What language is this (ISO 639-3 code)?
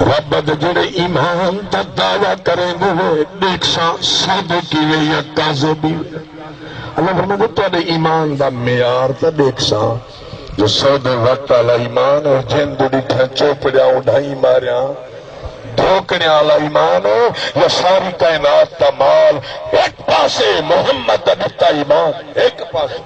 skr